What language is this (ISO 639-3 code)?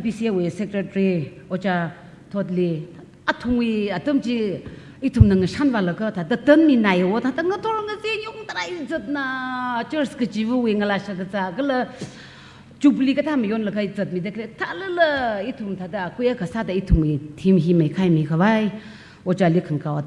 nmf